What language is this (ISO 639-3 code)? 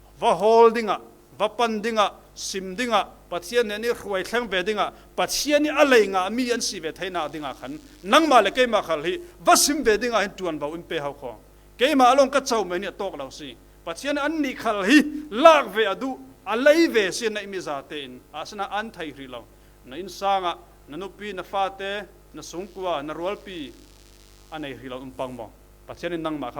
cfm